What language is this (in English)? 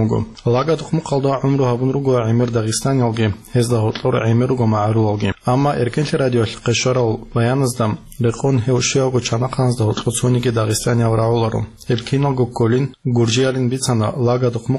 Avaric